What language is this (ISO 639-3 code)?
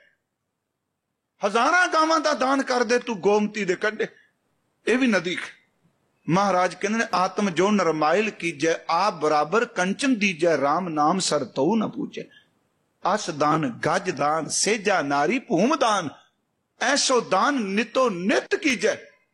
pan